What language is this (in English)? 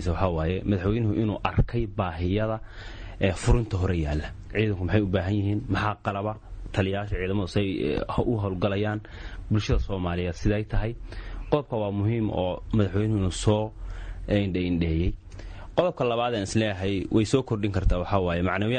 Somali